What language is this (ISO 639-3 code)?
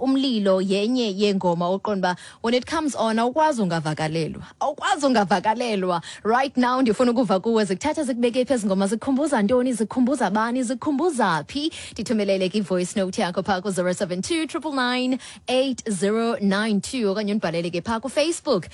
xho